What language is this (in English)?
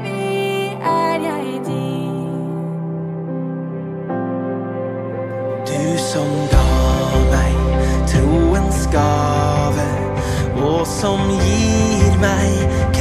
Norwegian